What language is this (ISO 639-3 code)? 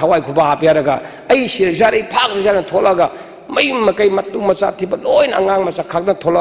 mni